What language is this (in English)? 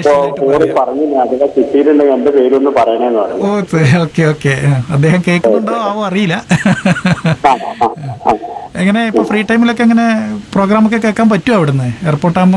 Malayalam